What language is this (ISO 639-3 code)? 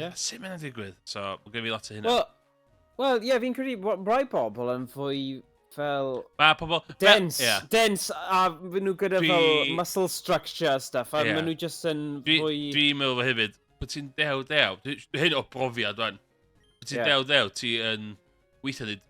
cym